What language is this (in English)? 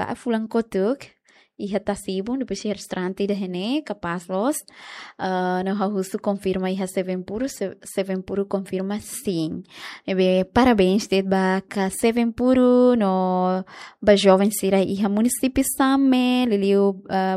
Tetum